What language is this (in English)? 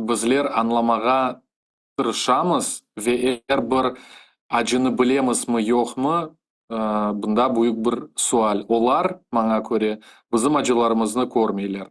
Crimean Tatar